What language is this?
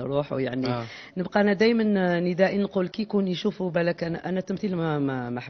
Algerian Arabic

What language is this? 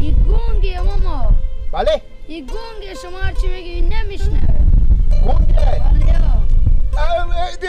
Persian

